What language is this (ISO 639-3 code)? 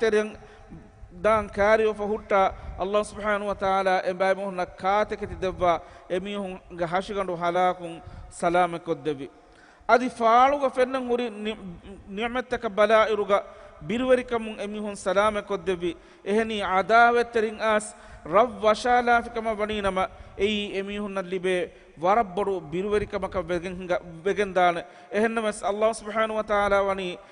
div